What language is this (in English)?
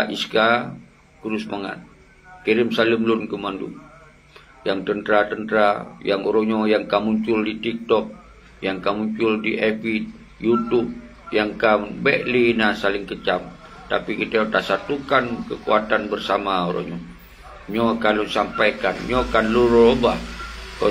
Achinese